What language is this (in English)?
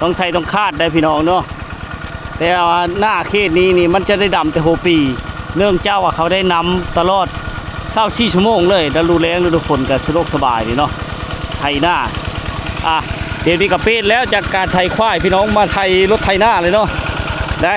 Lao